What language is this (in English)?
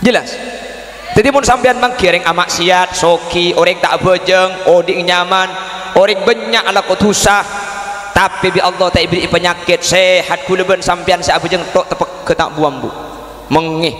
Madurese